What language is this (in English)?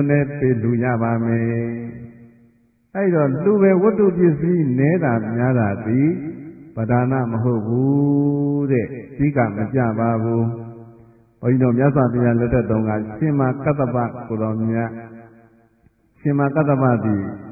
Burmese